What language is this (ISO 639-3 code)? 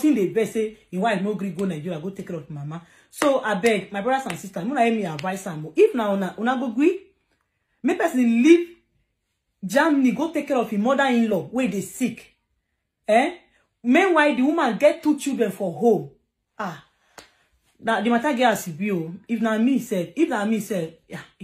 pcm